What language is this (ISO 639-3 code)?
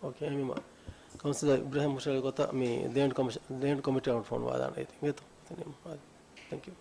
div